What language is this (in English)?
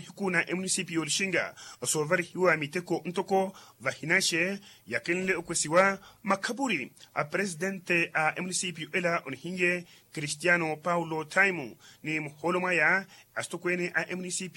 Makhuwa